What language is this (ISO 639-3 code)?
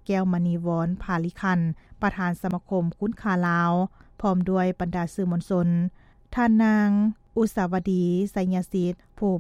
lao